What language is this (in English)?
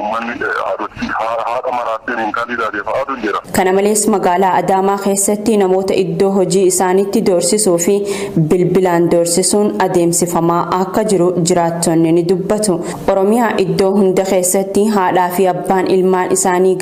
Oromo